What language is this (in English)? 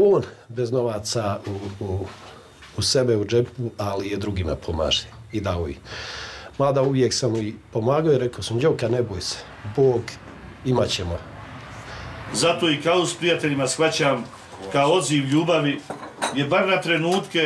Bosnian